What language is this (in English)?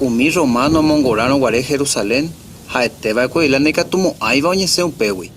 Guarani